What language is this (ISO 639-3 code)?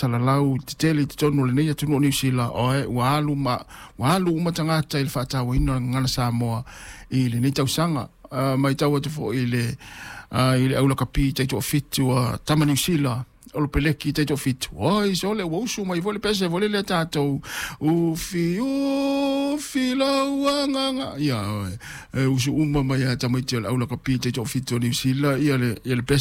smo